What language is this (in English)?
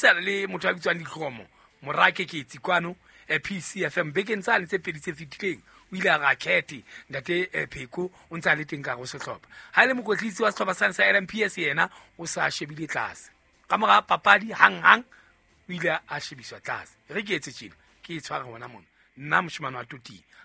Southern Sotho